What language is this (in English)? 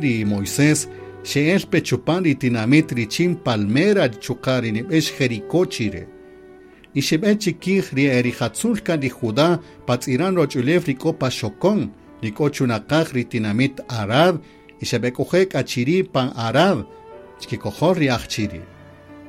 Kaqchikel